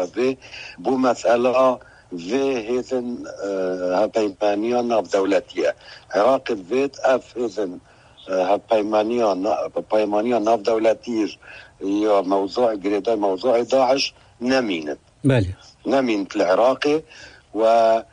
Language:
Kurdish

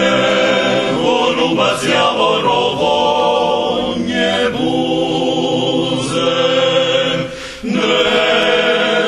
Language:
Rusyn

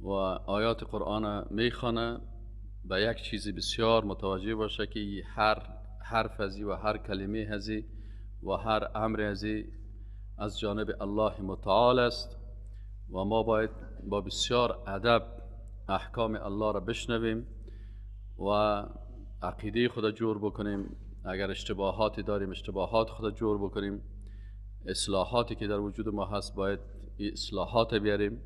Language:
Persian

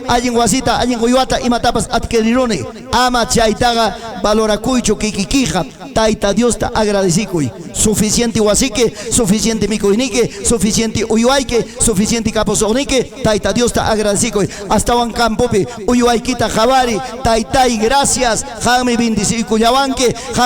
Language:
Ayacucho Quechua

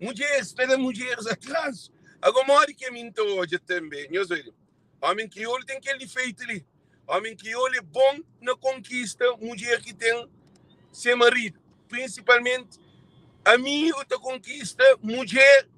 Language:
Kabuverdianu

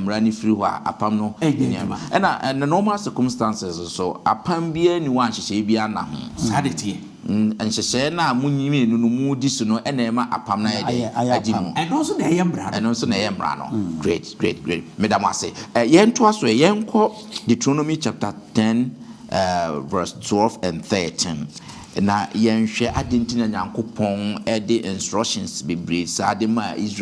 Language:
Akan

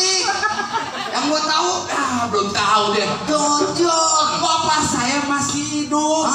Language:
Betawi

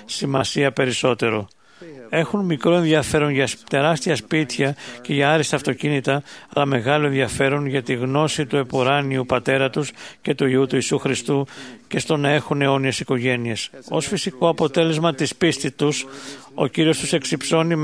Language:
Greek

